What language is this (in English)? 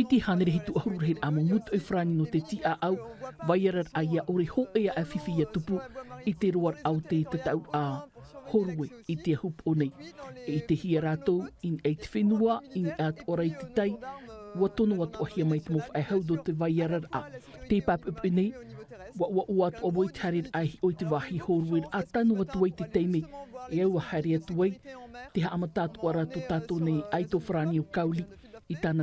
Tahitian